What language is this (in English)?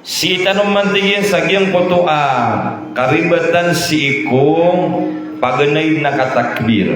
Maranao